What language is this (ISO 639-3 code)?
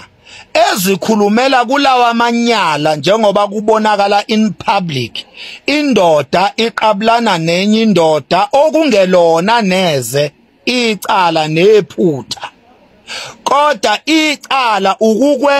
zul